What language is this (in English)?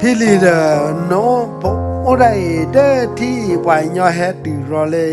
S'gaw Karen